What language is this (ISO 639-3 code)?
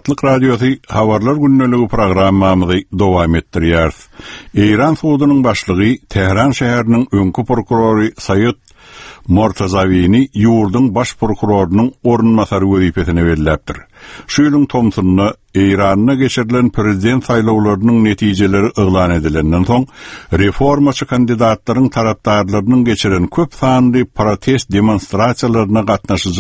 tuk